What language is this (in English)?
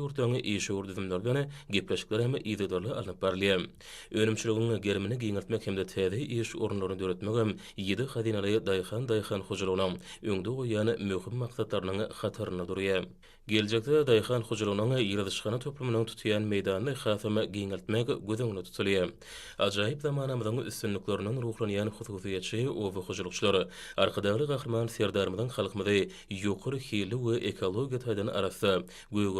Turkmen